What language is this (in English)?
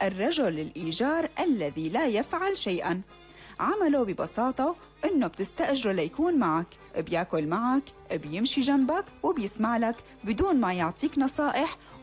North Levantine Arabic